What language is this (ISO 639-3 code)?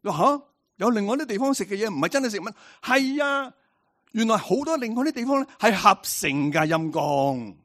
yue